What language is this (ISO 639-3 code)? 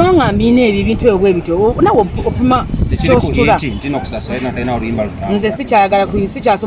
lug